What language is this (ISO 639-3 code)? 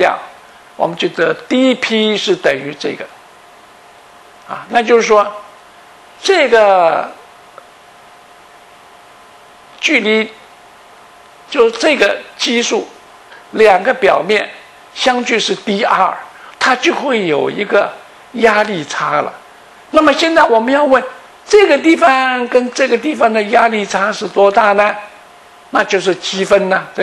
zho